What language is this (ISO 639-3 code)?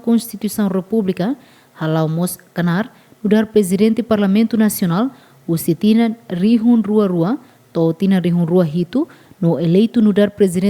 tet